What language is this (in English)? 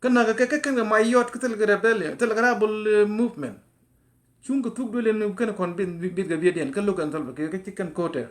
Nuer